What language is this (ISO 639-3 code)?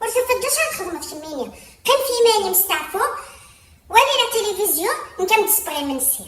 kab